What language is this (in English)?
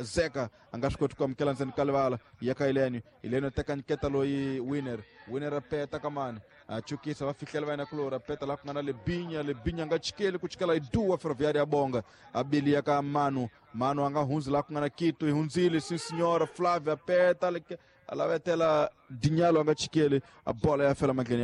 Tsonga